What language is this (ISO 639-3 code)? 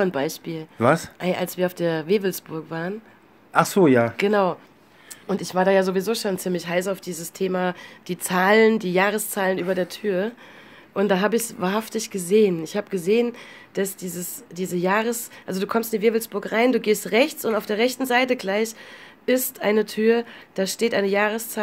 deu